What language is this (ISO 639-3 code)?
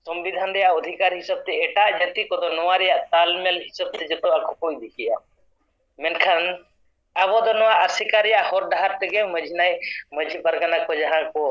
sat